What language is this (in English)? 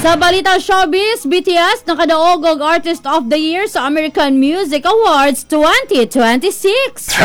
Cebuano